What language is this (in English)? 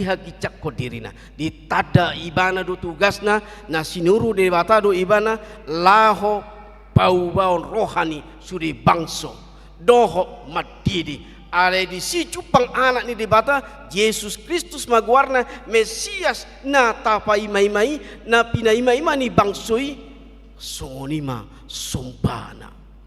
Batak Toba